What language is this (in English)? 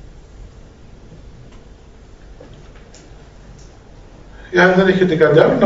Greek